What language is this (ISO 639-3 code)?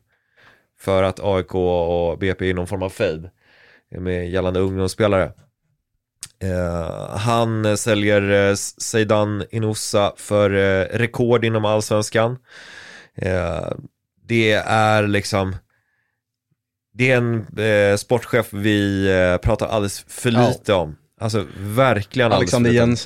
swe